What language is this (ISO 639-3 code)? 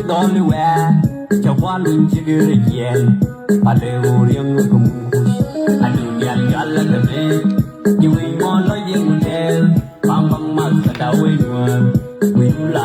nus